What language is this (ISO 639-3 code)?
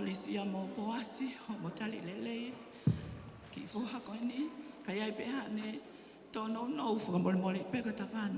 ton